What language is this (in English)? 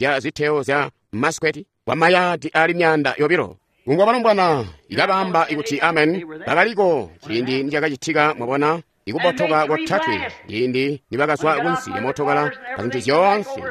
Tonga (Zambia)